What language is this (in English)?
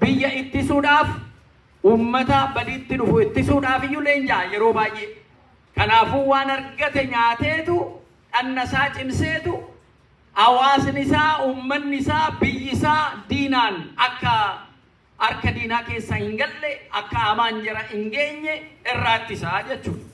Oromo